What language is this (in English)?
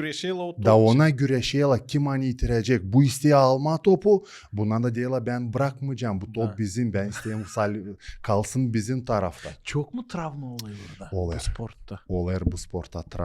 Gagauz